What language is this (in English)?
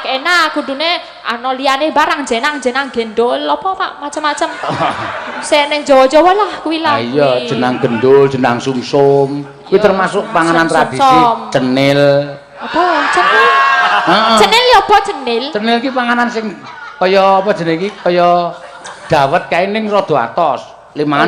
Javanese